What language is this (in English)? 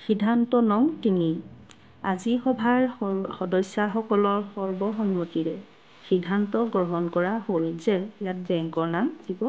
Assamese